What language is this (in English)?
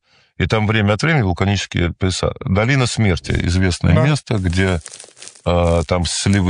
Russian